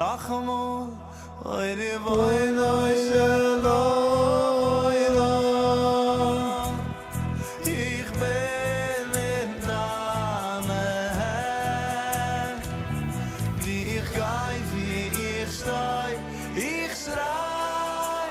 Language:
Yiddish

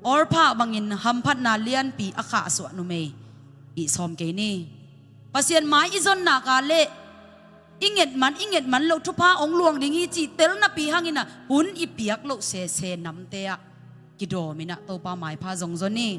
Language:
Tedim Chin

